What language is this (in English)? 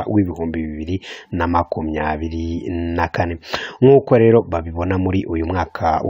Kinyarwanda